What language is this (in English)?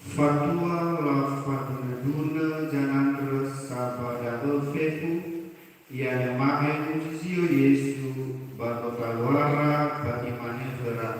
Nias